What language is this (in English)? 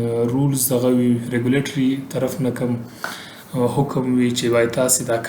Pashto